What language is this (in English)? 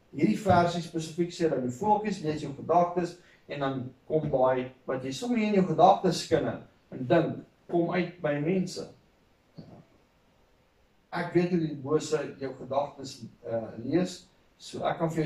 Afrikaans